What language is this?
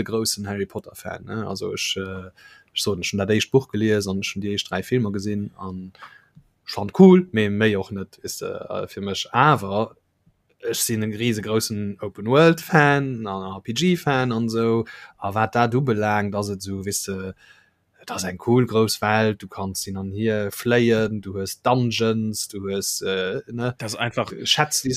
Luxembourgish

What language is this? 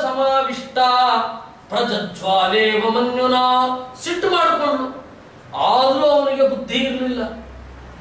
Kannada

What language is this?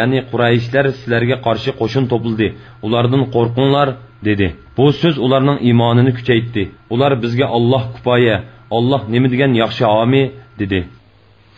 Uyghur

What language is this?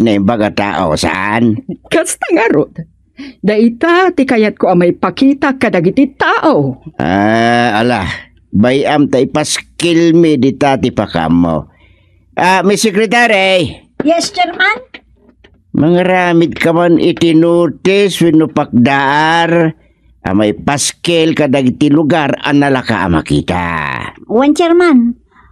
Iloko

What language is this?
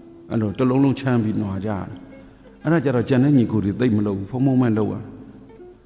Burmese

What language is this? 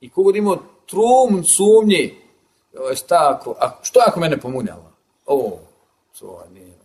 Bosnian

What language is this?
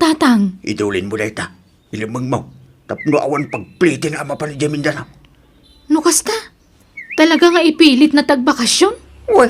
Iloko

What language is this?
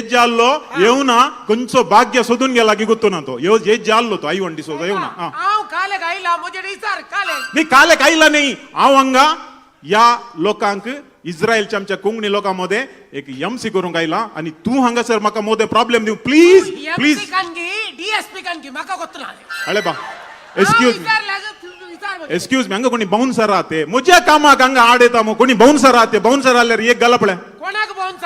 Konkani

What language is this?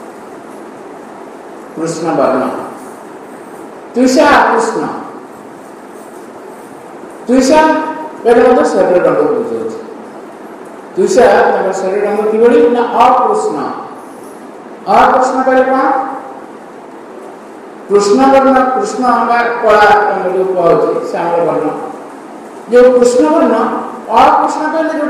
Odia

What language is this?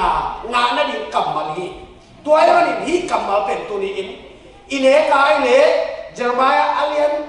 Tedim Chin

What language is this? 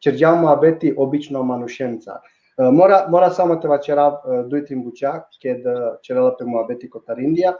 Balkan Romani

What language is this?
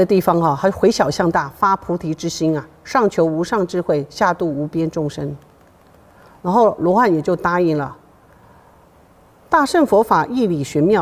Chinese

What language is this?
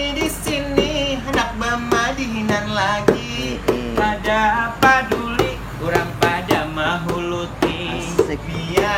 Banjar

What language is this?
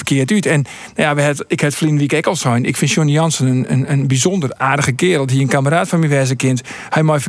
Western Frisian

